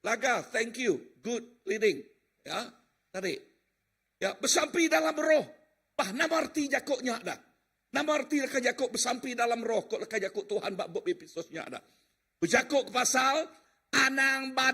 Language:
Iban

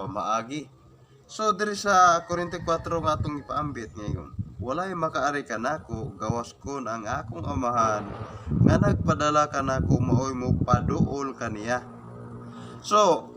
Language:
Cebuano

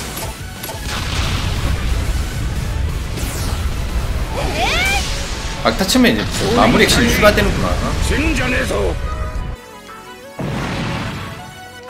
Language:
Korean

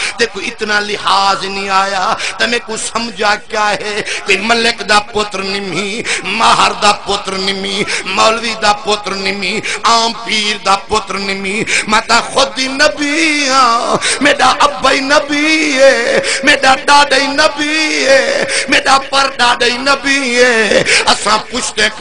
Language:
Saraiki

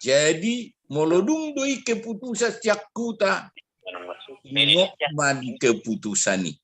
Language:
Batak Toba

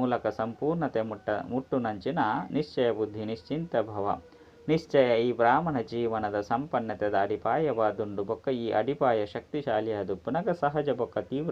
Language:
Tulu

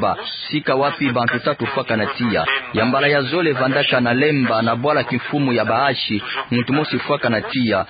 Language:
Kituba (Democratic Republic of Congo)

